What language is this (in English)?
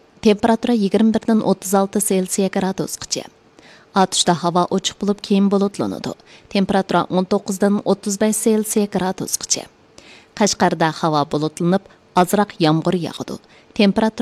Uyghur